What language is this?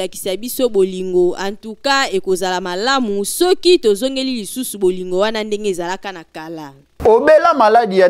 Lingala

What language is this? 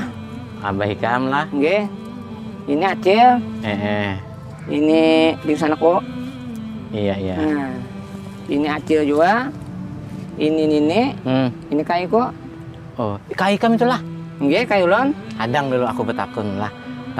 Banjar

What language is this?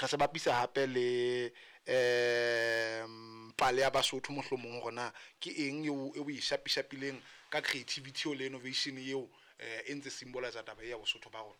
Southern Sotho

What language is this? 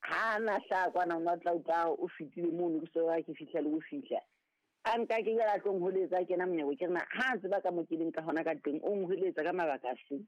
Southern Sotho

